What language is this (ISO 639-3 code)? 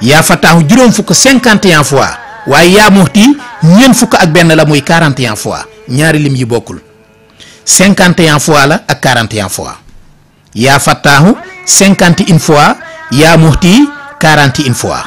wol